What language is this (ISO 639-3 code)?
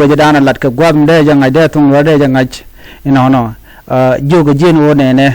nus